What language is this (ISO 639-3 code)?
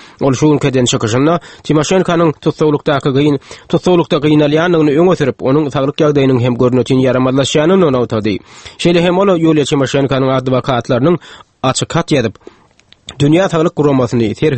tuk